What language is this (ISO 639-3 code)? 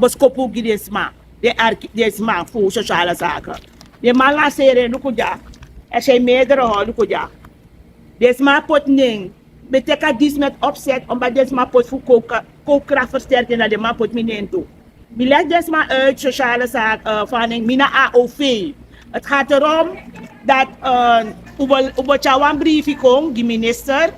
srn